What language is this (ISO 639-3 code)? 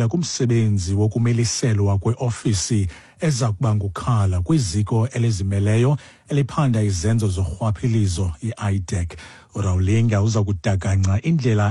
xho